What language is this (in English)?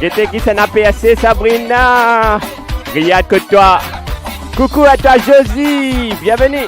Morisyen